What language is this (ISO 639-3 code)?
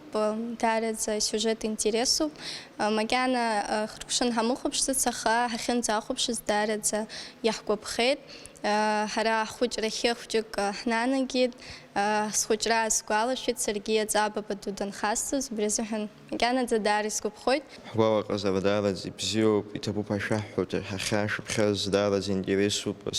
abk